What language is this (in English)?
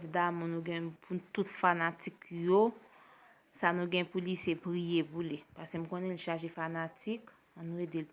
Haitian Creole